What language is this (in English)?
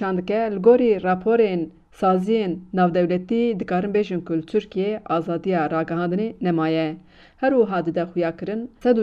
Kurdish